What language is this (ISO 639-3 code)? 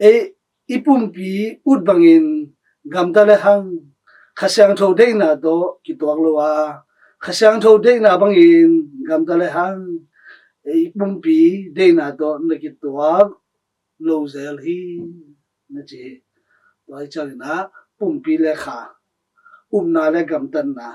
ctd